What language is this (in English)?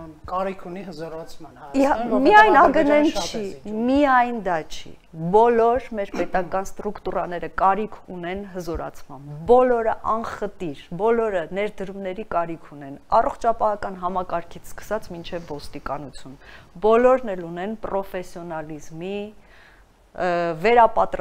Armenian